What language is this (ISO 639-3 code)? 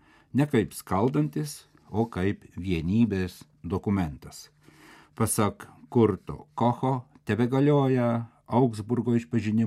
lit